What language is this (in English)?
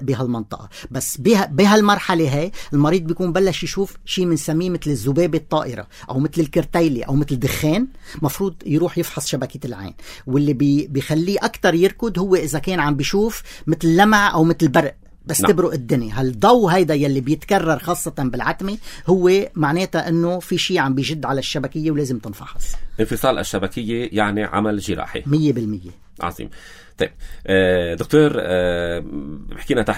North Levantine Arabic